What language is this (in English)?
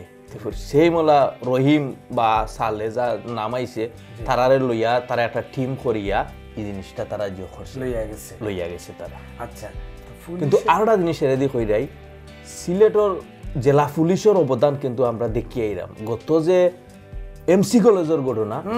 Sylheti